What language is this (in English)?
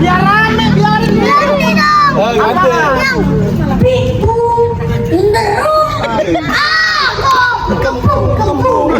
Betawi